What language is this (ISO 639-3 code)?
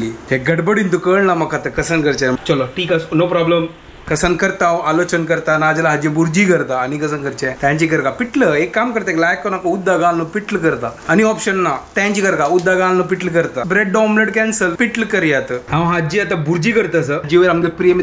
kok